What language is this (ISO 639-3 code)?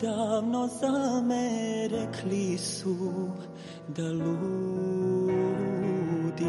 srp